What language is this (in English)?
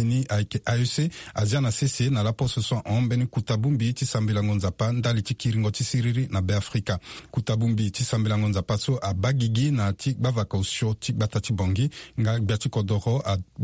Sango